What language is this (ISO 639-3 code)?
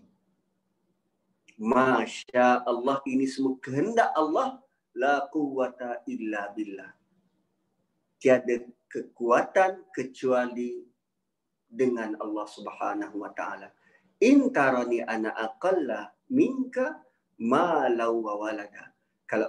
msa